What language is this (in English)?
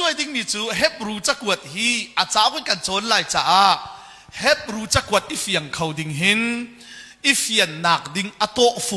Hakha Chin